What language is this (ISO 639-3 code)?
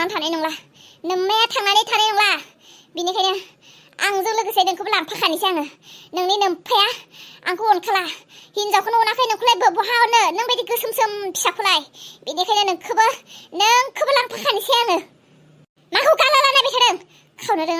brx